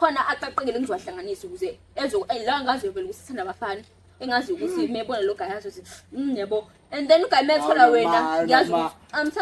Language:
Zulu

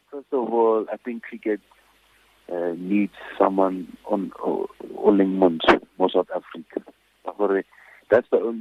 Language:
Tswana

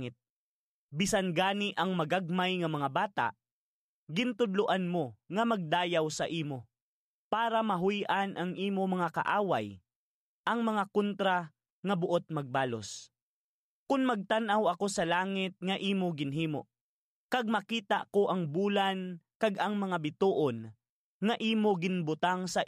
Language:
Hiligaynon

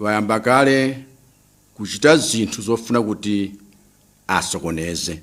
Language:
Nyanja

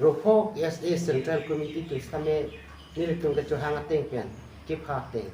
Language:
Karbi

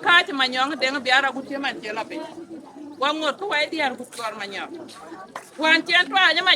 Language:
Dinka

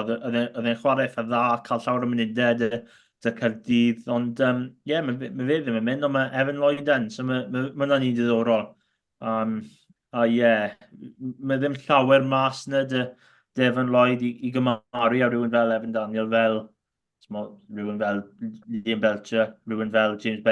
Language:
Welsh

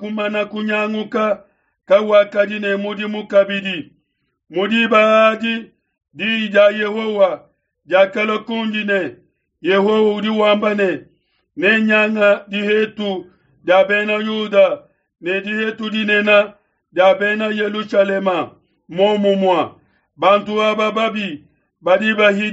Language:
Luba-Lulua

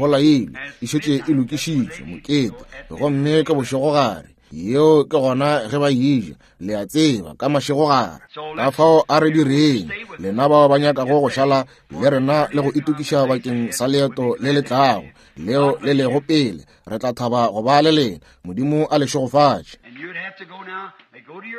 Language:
Northern Sotho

